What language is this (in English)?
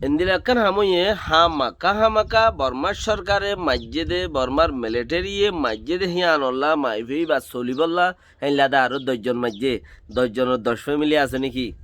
Rohingya